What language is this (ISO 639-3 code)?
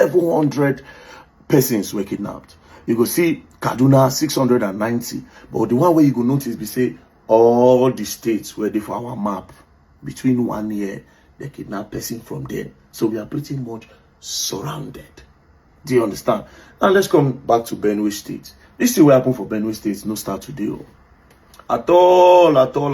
pcm